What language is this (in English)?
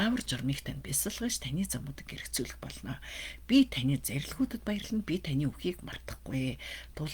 Mongolian